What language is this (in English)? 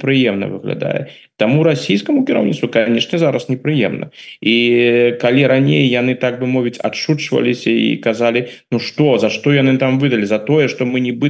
Belarusian